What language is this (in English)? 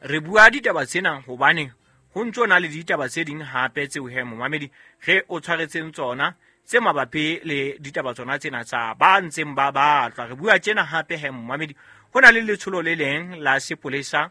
Southern Sotho